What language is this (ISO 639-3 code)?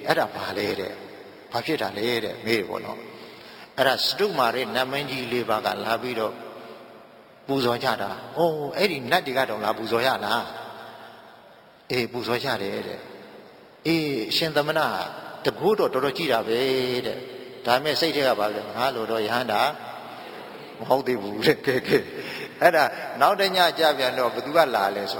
mya